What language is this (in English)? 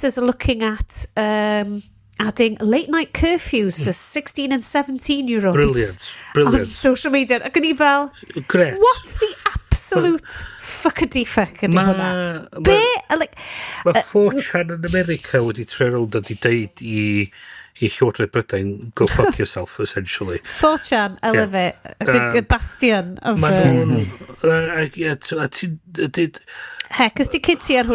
Welsh